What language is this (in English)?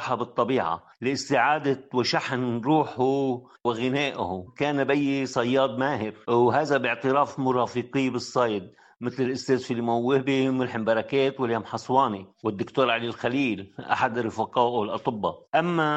Tunisian Arabic